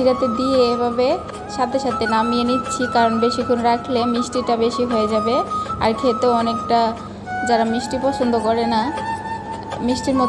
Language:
Bangla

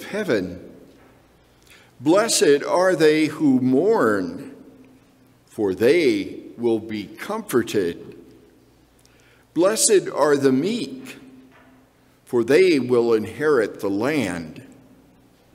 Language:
English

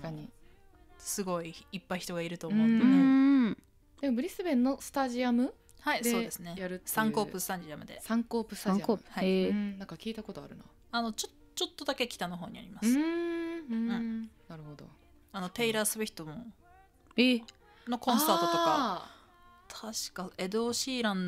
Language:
Japanese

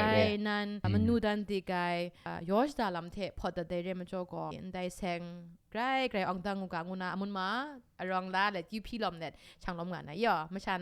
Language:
Kachin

